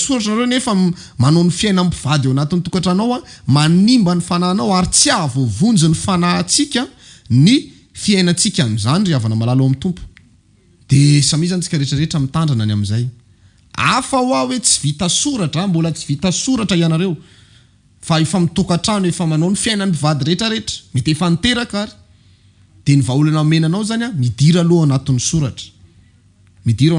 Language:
Malagasy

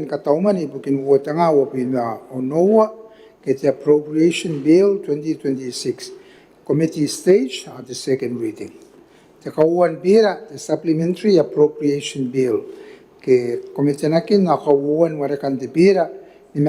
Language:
Gilbertese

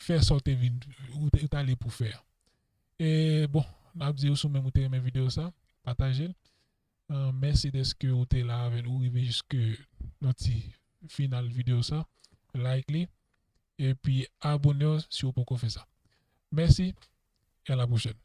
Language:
Haitian Creole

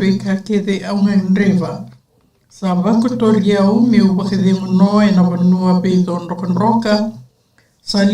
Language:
Fijian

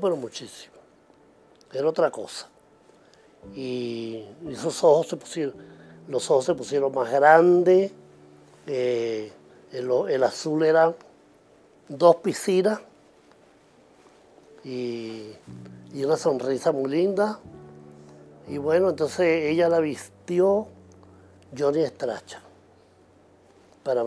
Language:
Spanish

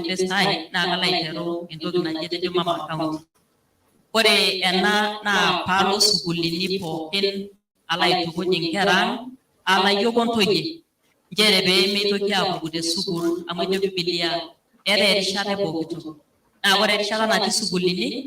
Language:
Masai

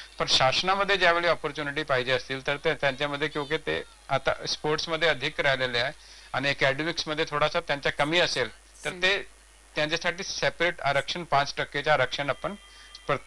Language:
Marathi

